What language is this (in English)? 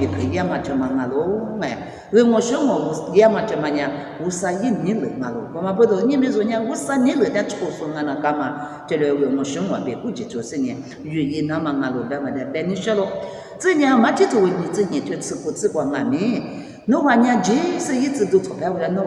Lisu